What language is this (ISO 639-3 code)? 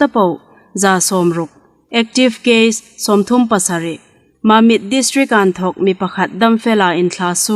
hmr